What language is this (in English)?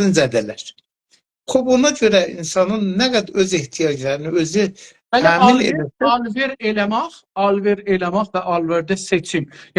South Azerbaijani